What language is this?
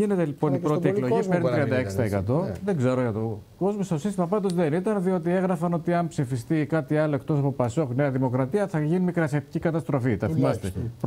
Greek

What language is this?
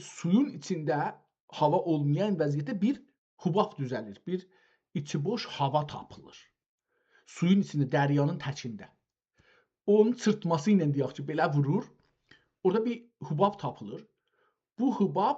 South Azerbaijani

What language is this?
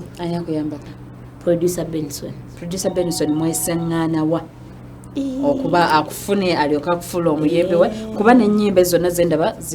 Ganda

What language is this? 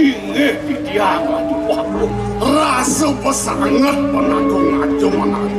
Balinese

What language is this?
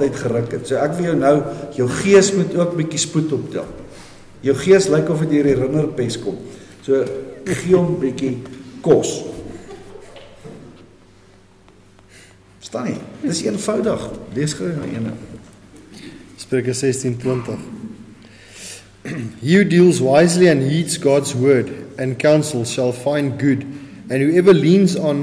Afrikaans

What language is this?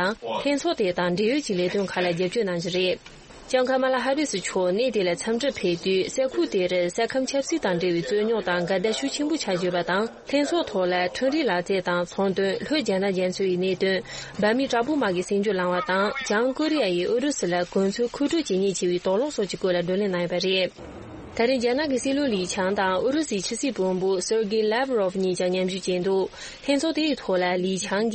Tibetan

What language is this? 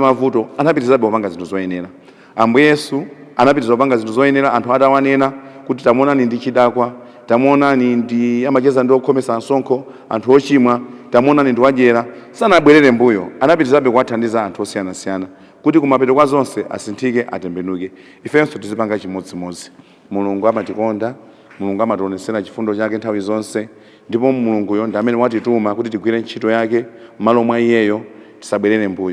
Nyanja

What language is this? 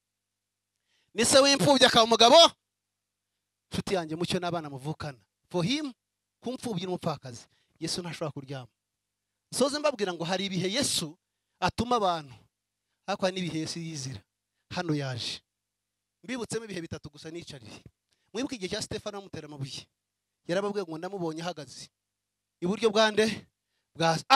Kinyarwanda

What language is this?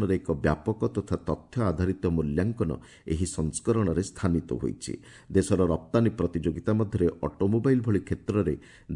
Odia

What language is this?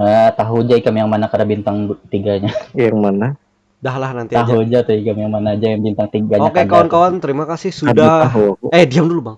Banjar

